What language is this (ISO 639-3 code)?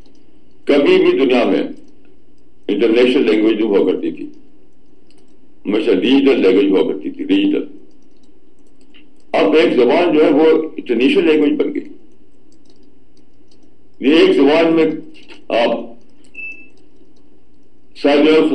urd